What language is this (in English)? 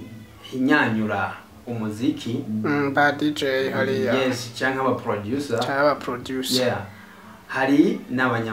Rundi